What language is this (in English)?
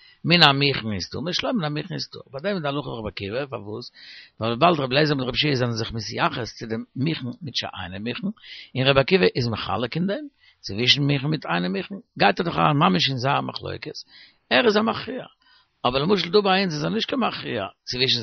Yiddish